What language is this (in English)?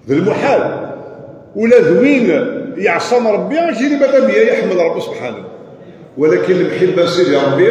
Kabyle